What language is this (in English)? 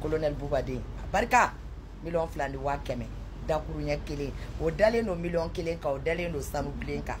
Bambara